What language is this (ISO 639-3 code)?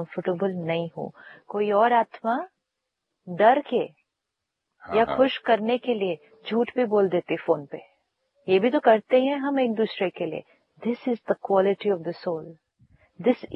hin